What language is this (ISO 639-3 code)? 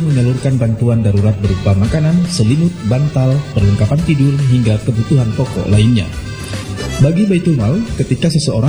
ind